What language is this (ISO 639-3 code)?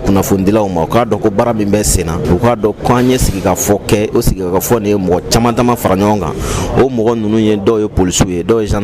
bam